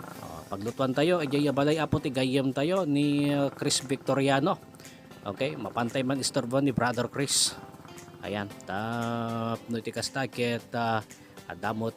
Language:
Iloko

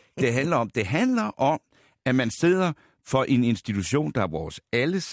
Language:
Danish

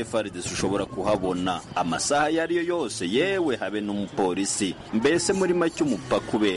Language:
Kinyarwanda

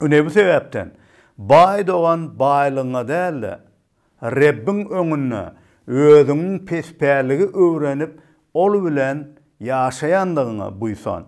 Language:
Turkmen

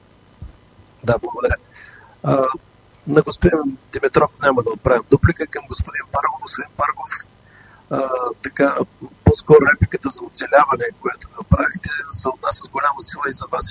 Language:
Bulgarian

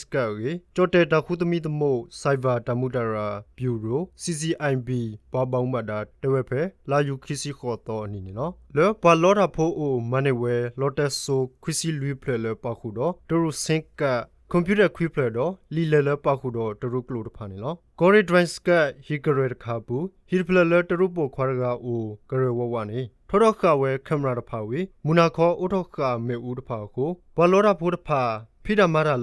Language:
S'gaw Karen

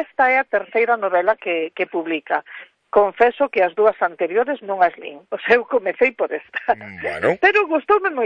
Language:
Galician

